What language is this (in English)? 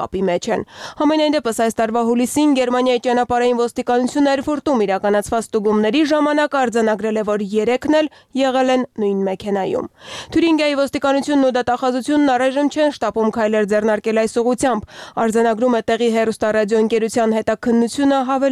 Armenian